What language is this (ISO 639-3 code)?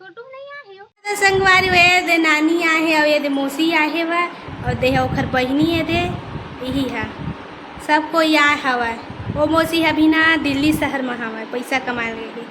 hne